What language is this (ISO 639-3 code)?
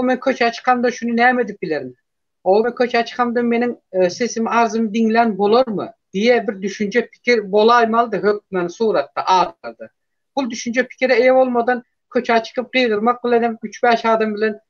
tuk